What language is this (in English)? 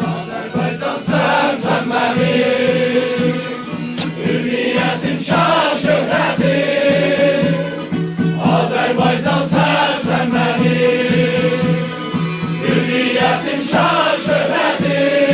South Azerbaijani